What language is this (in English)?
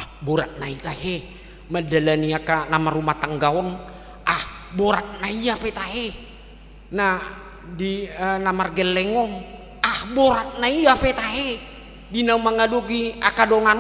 Batak Toba